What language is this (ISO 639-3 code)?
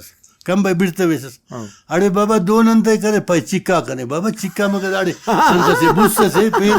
brh